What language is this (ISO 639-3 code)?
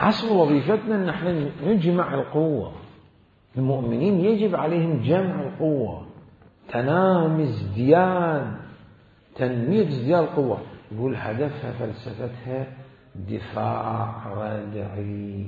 acm